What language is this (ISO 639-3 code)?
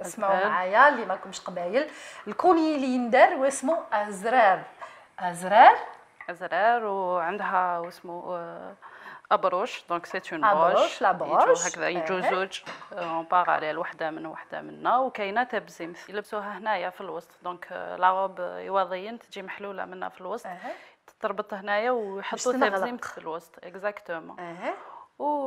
arq